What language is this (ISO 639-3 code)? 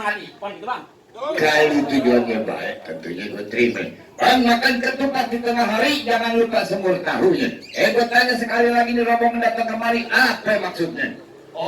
bew